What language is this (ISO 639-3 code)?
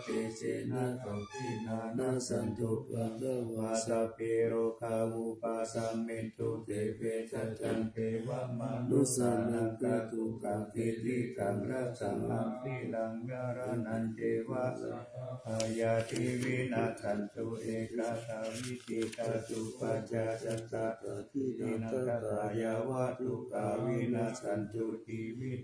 pli